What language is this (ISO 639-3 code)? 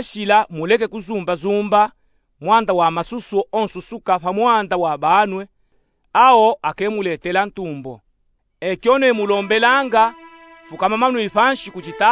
lub